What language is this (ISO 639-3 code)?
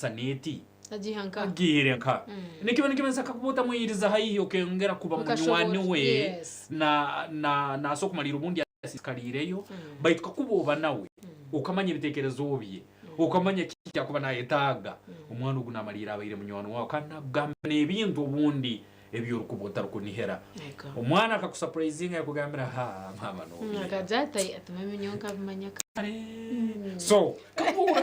nyn